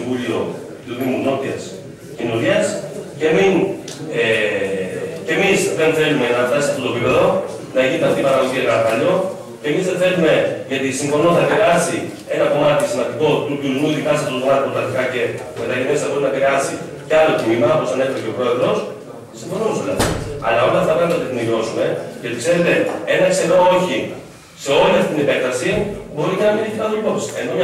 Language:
Greek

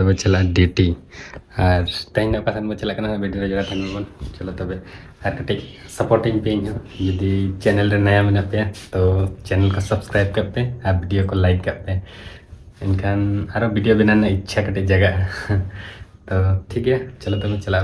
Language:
Santali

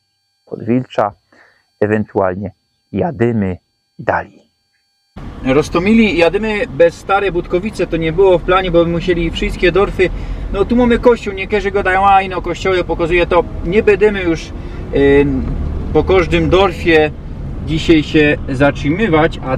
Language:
Silesian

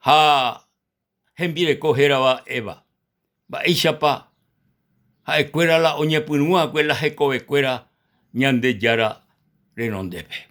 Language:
Guarani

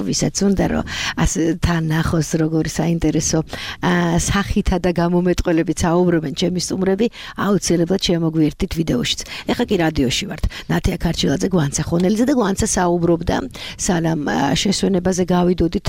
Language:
Georgian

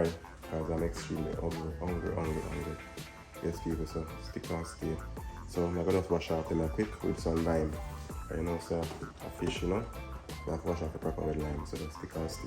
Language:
Jamaican Creole English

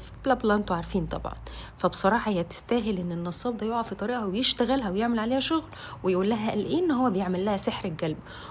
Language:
Egyptian Arabic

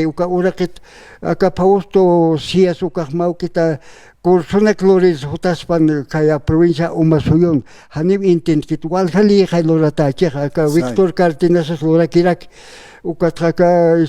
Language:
Aymara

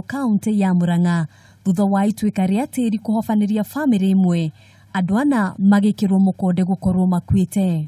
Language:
Kikuyu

